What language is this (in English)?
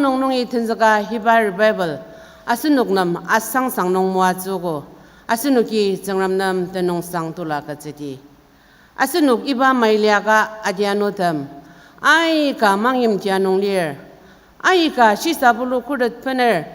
Ao Naga